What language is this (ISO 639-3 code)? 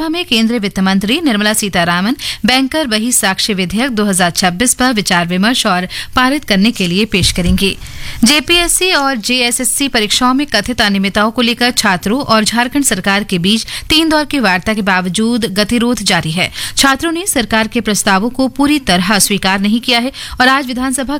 hin